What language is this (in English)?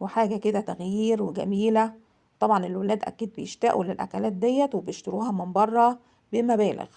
Egyptian Arabic